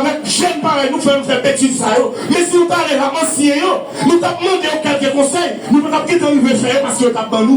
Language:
Haitian Creole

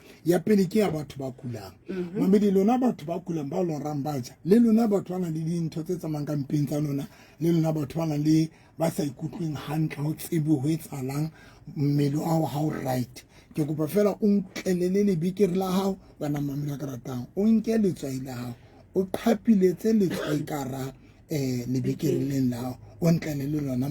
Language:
Southern Sotho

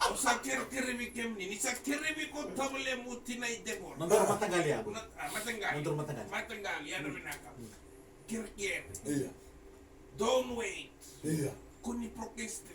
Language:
Fijian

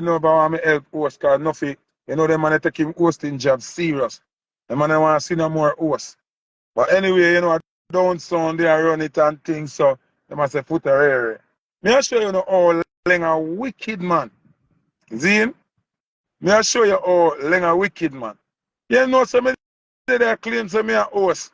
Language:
Jamaican Creole English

